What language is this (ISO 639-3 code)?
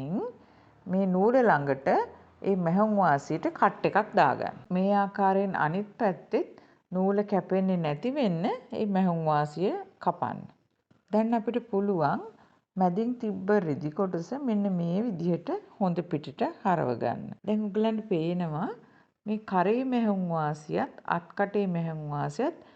sin